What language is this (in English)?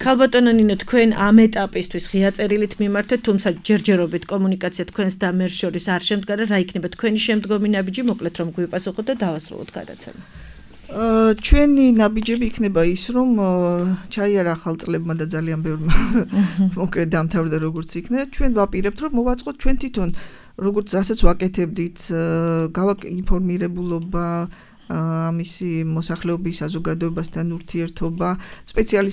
Georgian